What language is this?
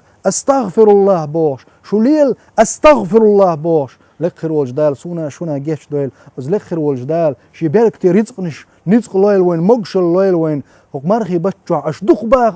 Chechen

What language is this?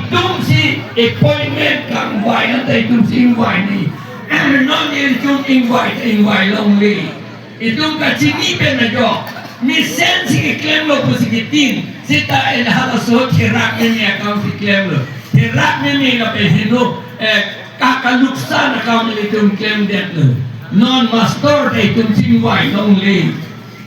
Karbi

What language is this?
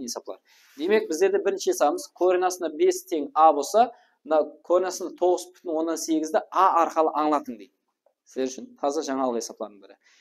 Kara-Kalpak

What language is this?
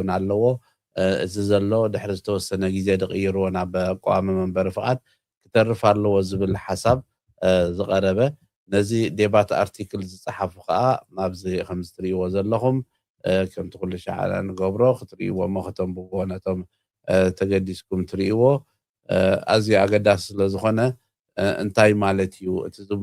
Tigrinya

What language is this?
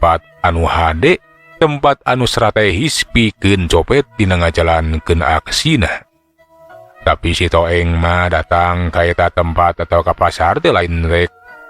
Sundanese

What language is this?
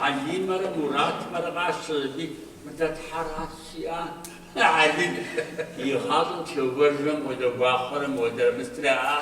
Kabardian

